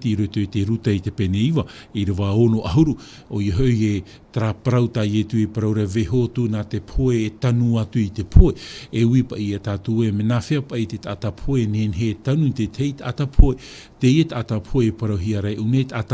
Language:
Tahitian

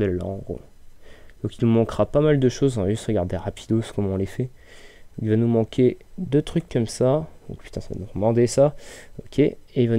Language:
French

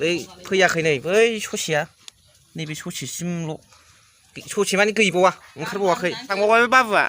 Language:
Bodo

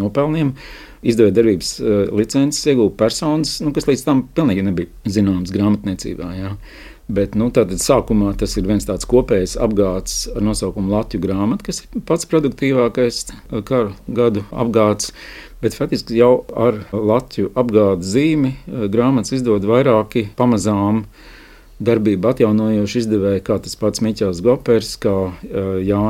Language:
Latvian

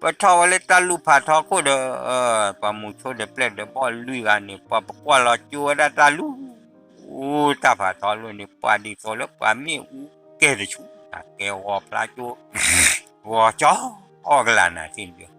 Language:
S'gaw Karen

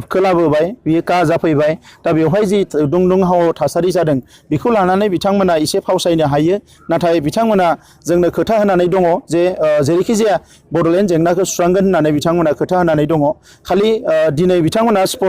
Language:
Bodo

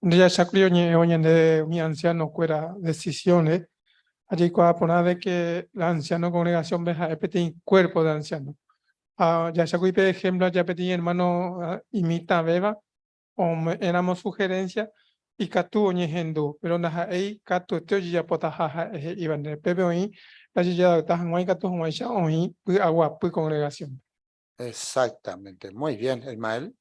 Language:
Guarani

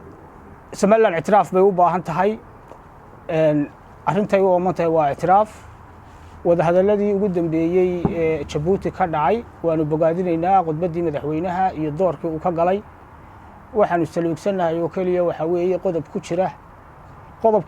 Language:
Somali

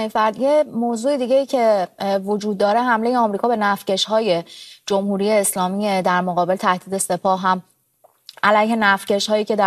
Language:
Persian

